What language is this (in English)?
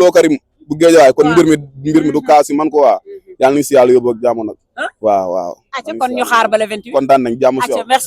Wolof